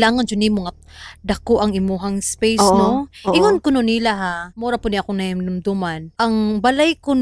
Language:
Cebuano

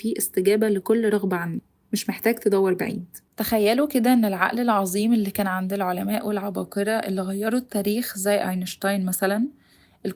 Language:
Egyptian Arabic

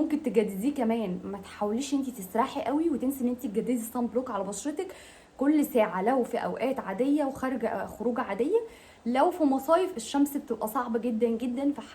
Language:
Egyptian Arabic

